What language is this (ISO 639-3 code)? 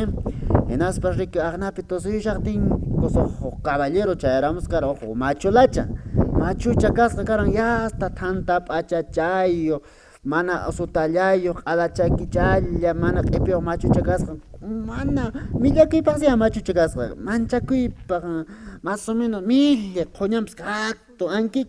que